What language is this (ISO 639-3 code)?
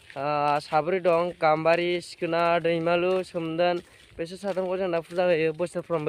brx